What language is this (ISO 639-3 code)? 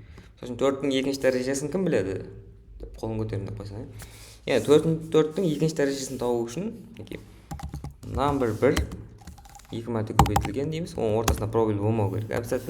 kaa